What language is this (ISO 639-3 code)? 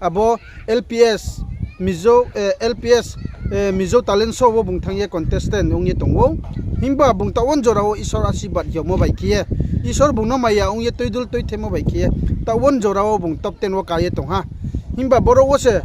ria